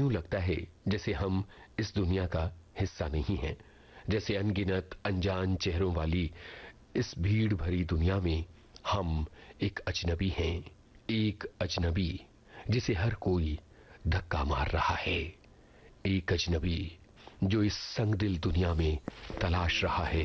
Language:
Hindi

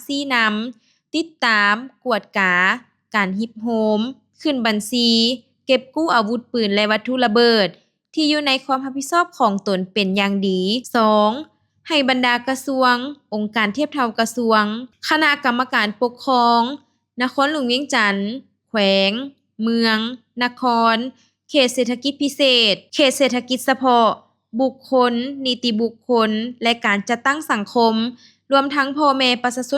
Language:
Lao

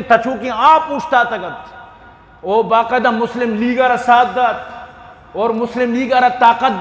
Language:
Eastern Balochi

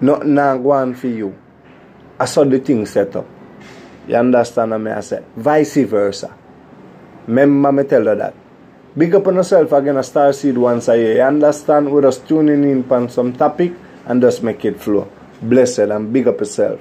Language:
Jamaican Creole English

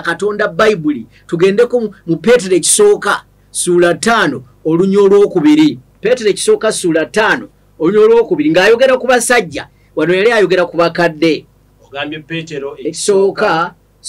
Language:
Ganda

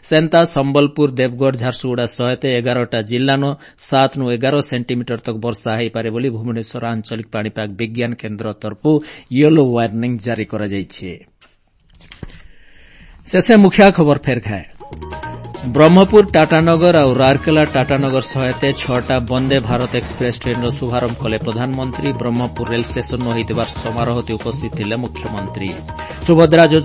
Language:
Odia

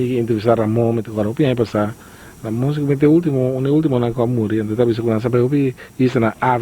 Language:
Papiamento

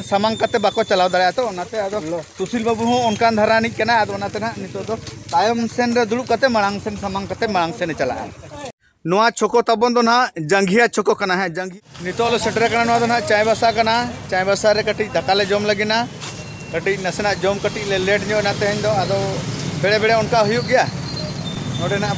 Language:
Santali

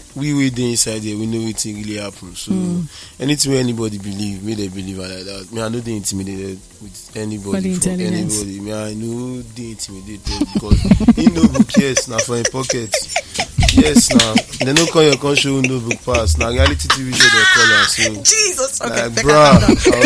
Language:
Nigerian Pidgin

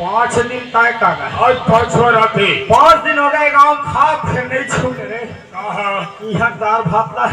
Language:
Chhattisgarhi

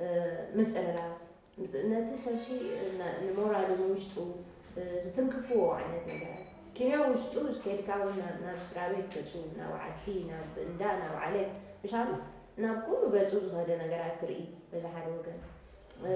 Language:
Tigrinya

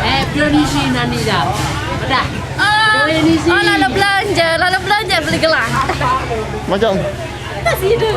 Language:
Sasak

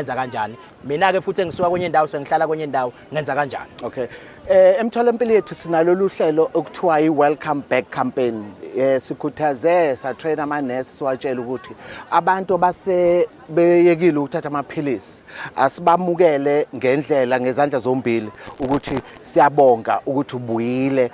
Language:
Zulu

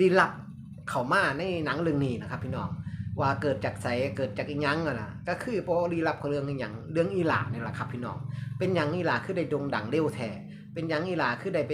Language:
Northeastern Thai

